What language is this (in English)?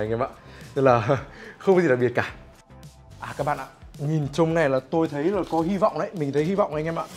Vietnamese